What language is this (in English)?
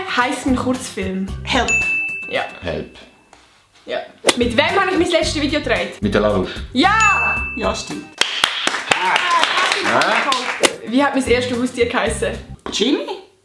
Swiss German